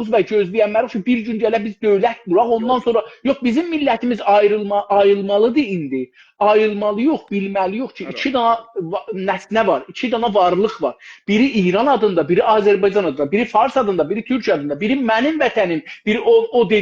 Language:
South Azerbaijani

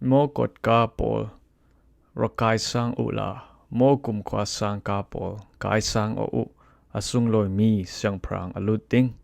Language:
Falam Chin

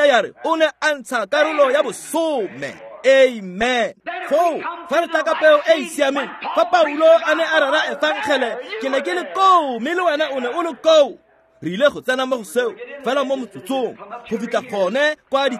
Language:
Tswana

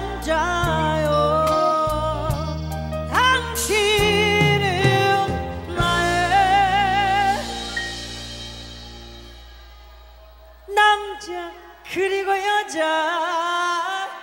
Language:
Korean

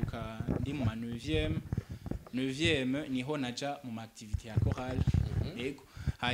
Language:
Rundi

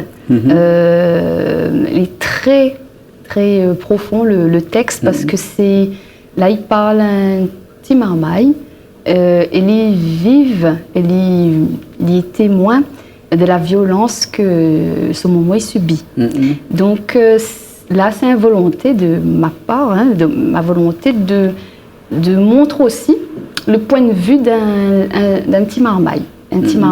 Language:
Réunion Creole French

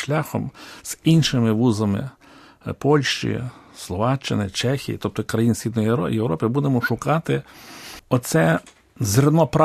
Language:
Ukrainian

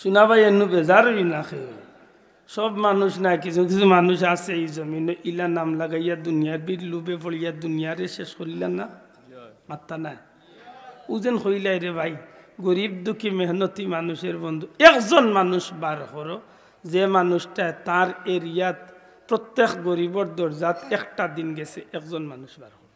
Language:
Sylheti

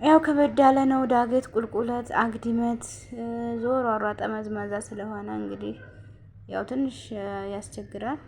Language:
Amharic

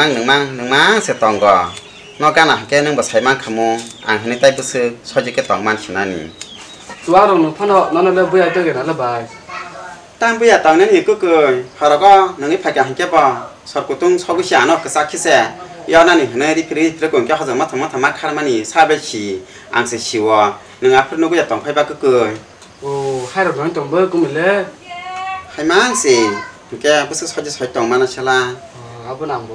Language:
Kok Borok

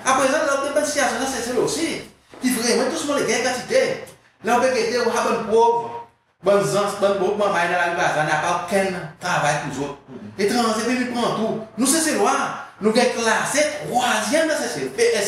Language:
Seselwa Creole French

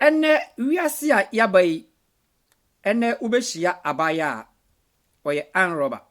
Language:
Akan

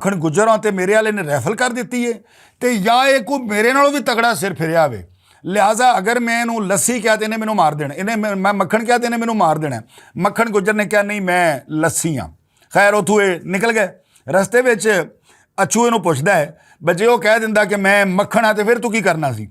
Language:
Western Panjabi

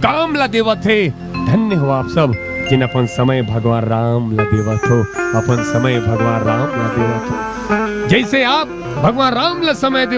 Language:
Chhattisgarhi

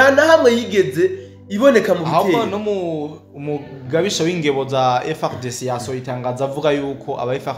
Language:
Rundi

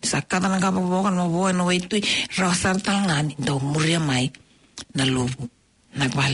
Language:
Fijian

